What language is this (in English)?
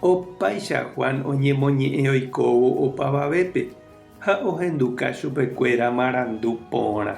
Guarani